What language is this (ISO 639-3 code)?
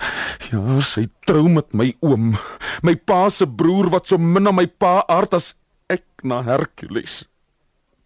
afr